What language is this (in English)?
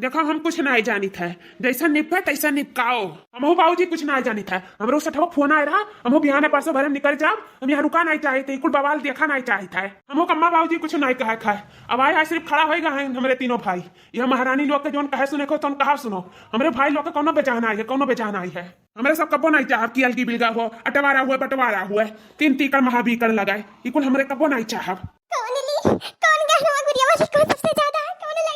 Awadhi